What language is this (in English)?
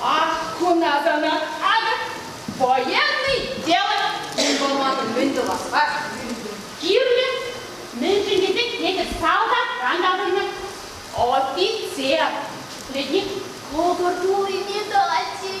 Chuvash